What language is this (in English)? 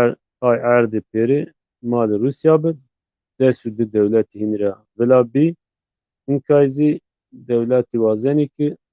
Zaza